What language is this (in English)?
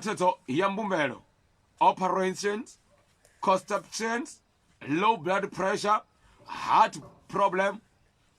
Venda